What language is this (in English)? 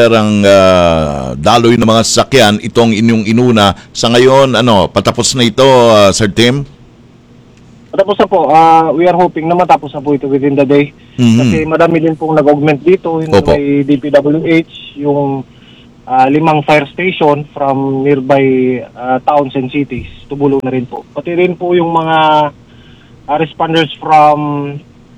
Filipino